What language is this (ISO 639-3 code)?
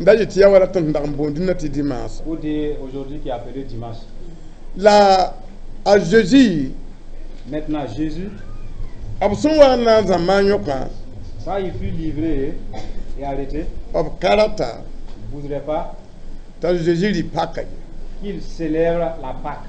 mos